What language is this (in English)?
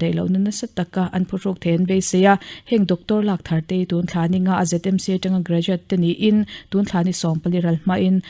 Mizo